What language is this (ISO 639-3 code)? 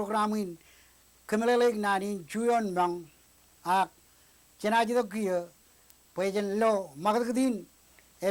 mah